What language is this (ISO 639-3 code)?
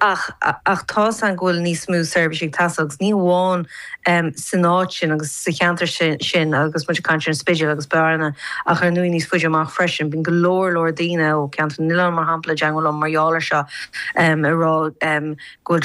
gle